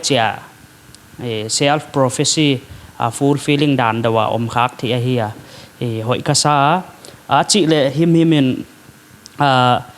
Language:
Paite Chin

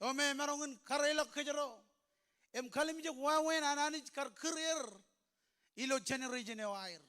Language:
Marshallese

